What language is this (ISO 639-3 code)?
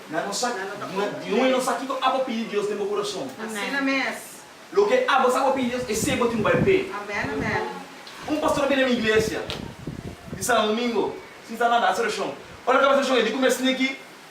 pap